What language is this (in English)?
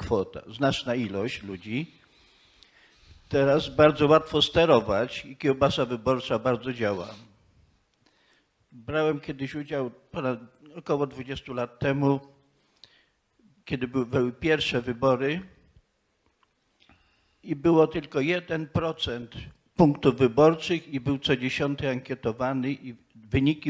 Polish